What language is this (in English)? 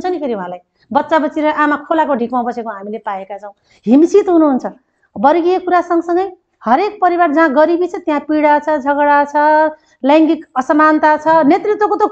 Nepali